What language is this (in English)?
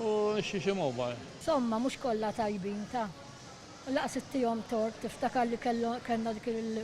Maltese